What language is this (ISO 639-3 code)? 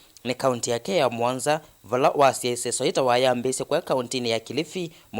kam